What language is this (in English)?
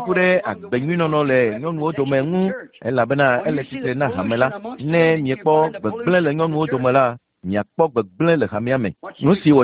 Ewe